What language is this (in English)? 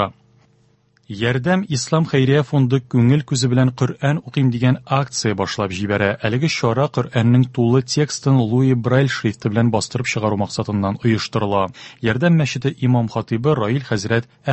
Tatar